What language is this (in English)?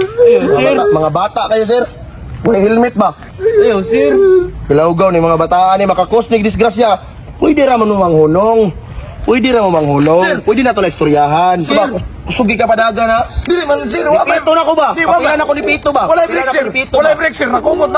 Cebuano